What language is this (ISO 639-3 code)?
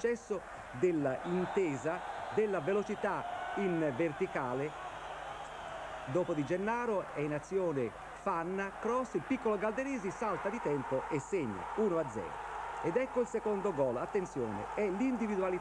ita